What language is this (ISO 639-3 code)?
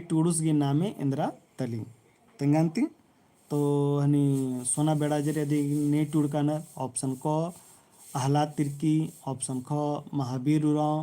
kru